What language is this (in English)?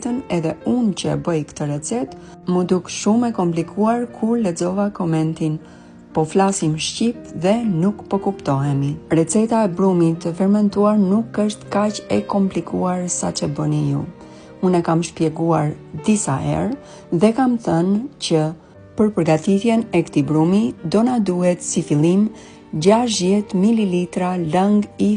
Albanian